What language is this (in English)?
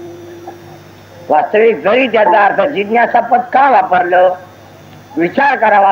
Marathi